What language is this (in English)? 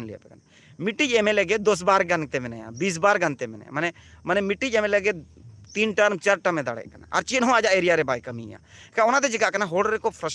Santali